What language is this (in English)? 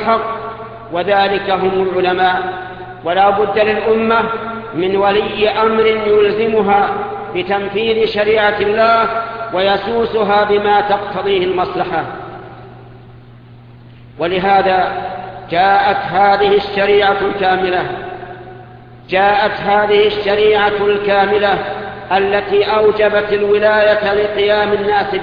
Arabic